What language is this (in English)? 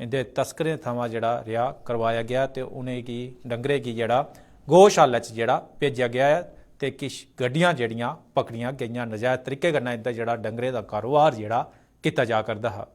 Dogri